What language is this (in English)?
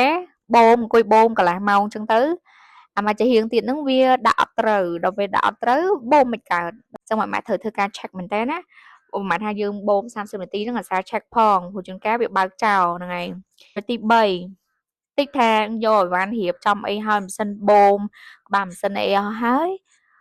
Khmer